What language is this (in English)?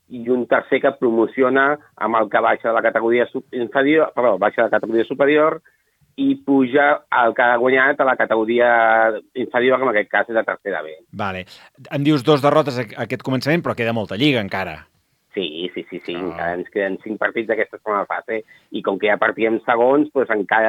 Catalan